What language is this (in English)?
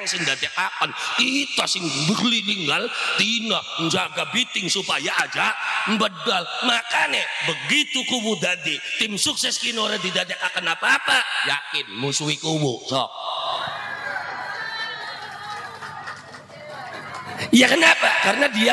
Javanese